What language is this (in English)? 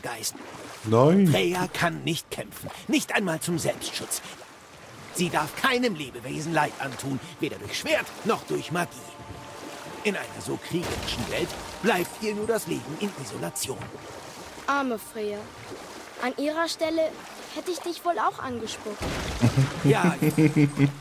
German